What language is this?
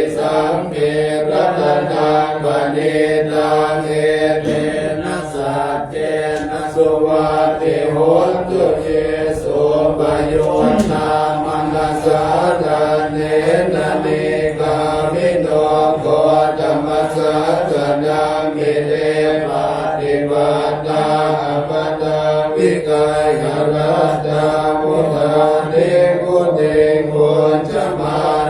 Pali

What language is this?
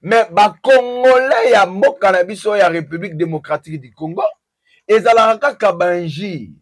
Lingala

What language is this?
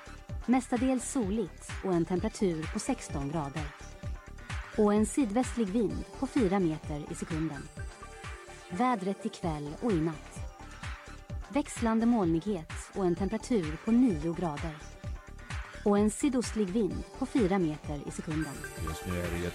Swedish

